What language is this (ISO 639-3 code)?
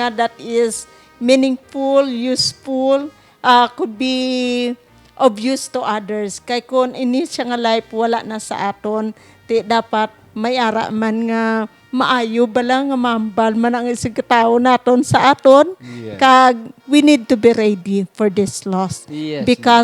hil